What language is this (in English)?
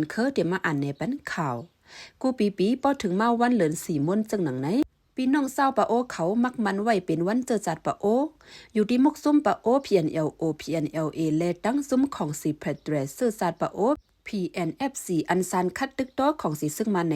Shan